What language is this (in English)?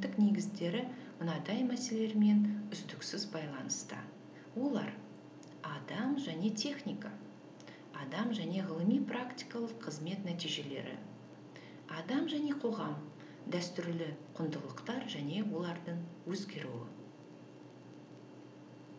Kazakh